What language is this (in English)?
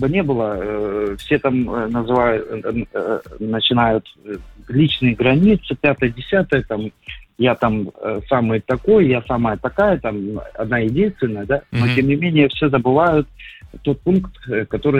Russian